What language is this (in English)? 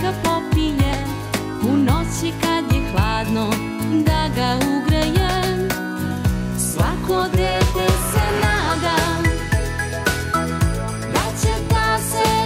Serbian